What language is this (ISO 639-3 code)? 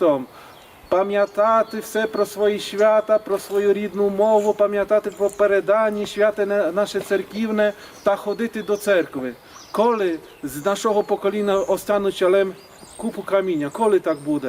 rue